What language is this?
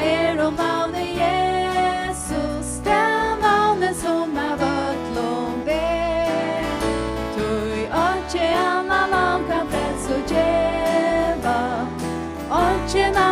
Faroese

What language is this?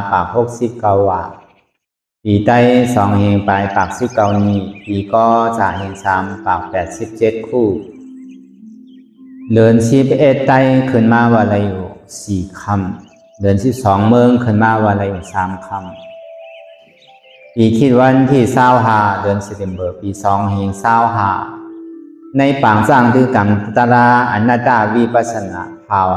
Shan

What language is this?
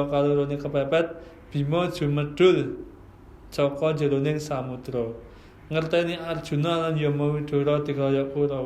Javanese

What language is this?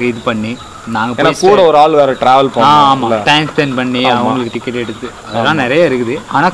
Tamil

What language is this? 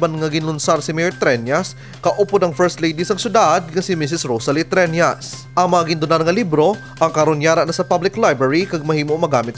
Hiligaynon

